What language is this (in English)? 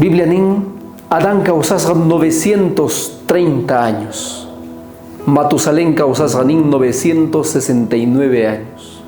South Bolivian Quechua